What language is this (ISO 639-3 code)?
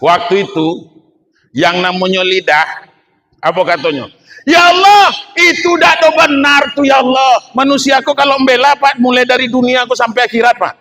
min